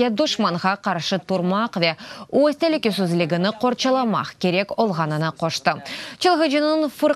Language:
Crimean Tatar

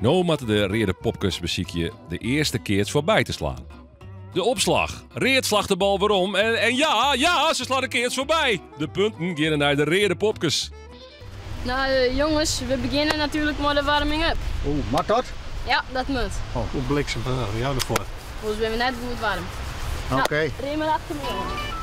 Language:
Western Frisian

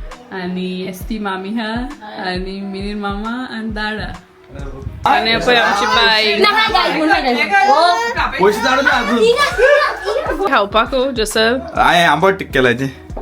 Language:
Konkani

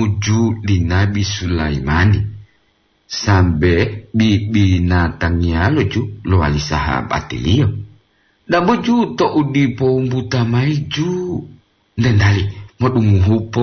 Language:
Gorontalo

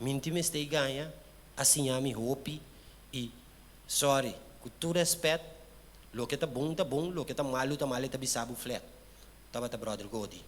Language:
Papiamento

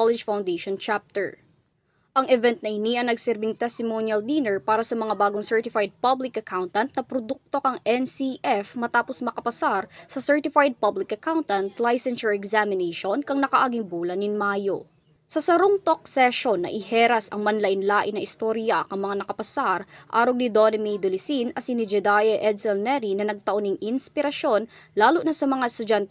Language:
Bikol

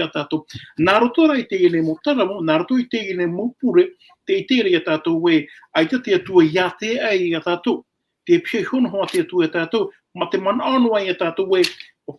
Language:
Tahitian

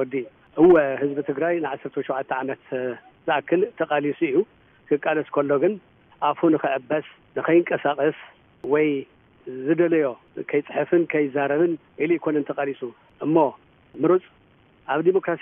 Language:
Tigrinya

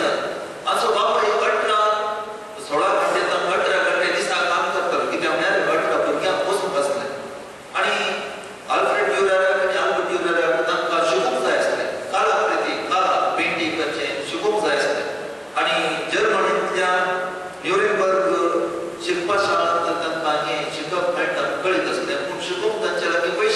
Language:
Konkani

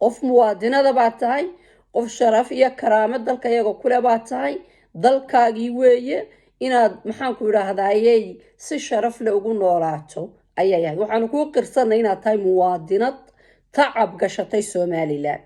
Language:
Somali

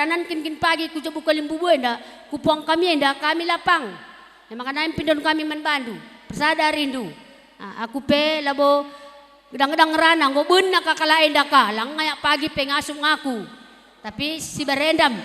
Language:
Batak Karo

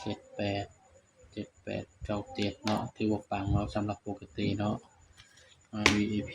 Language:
Northeastern Thai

